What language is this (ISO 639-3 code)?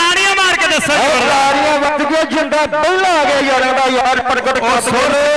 pan